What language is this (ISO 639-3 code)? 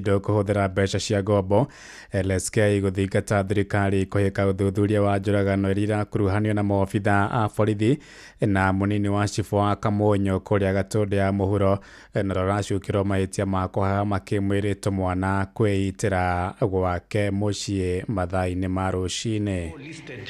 kik